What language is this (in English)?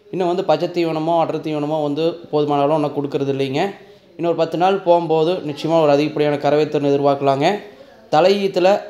Tamil